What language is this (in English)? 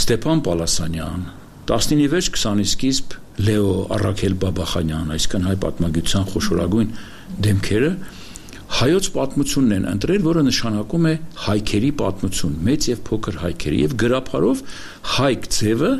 Armenian